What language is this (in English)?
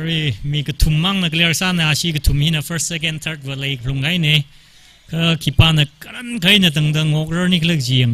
Tangkhul Naga (India)